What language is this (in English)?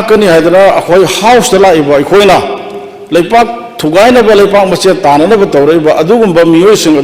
Manipuri